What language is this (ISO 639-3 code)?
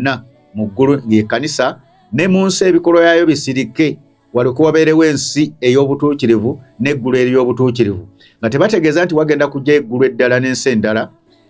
lug